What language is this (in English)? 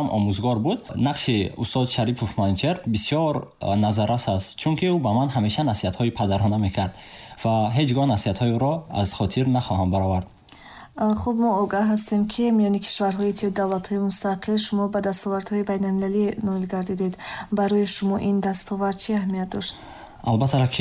Tajik